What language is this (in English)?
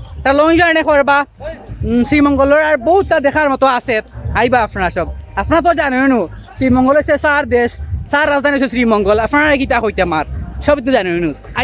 Sylheti